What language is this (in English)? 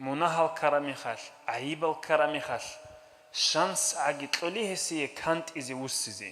Avaric